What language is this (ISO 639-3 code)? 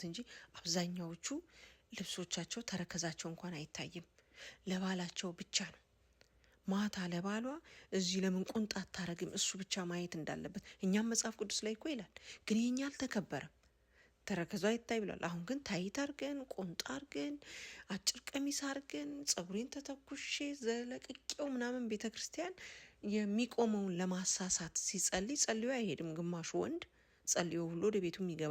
amh